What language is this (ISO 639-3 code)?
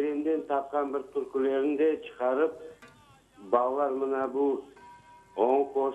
crh